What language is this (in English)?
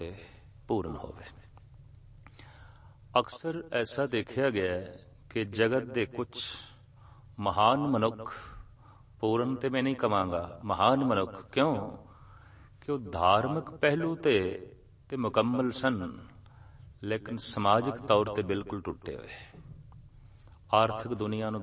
Punjabi